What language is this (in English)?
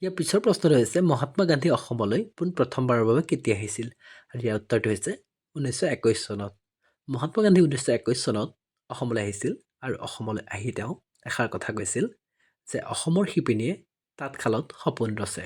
Assamese